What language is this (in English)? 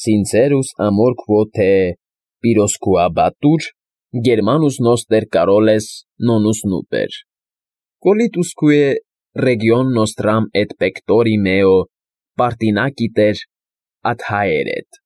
Armenian